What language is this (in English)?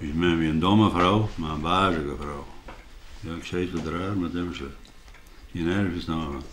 Western Frisian